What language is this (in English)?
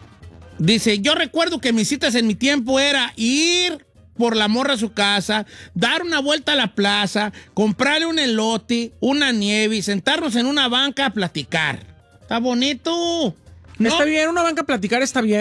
Spanish